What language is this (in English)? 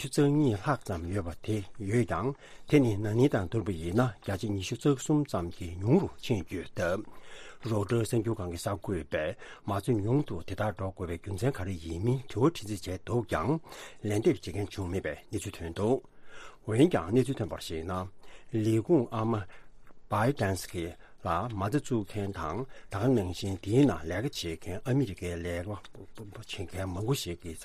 Tibetan